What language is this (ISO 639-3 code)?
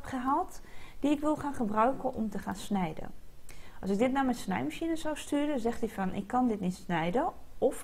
nld